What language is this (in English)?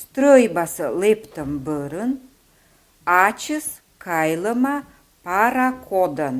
Komi